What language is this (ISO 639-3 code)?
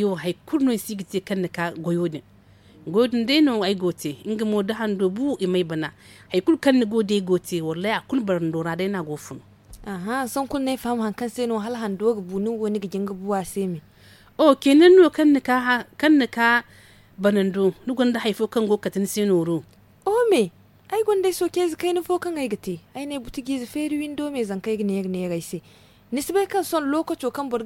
dje